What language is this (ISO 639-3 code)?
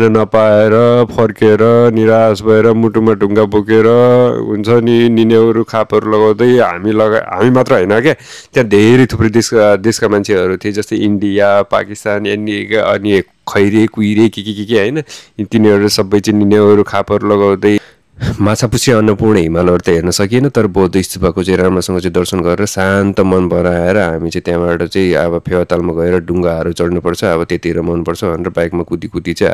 nep